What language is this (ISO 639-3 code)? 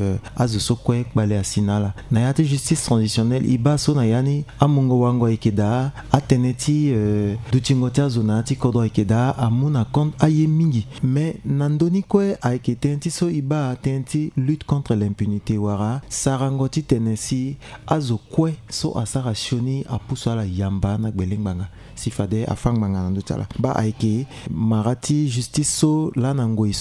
sag